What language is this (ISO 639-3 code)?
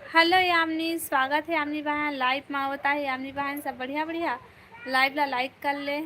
hne